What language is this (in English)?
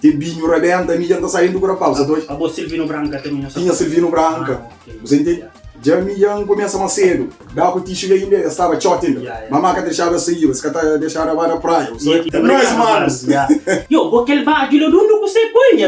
Kabuverdianu